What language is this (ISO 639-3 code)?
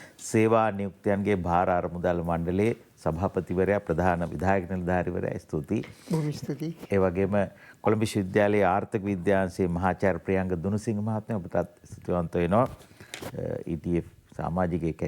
sin